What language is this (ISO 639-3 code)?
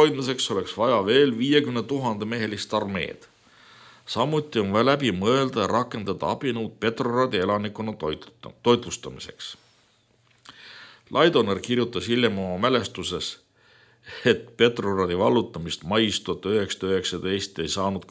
est